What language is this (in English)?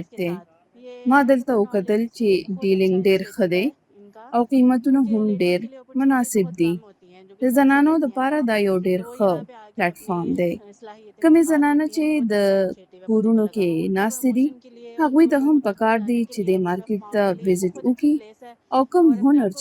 Pashto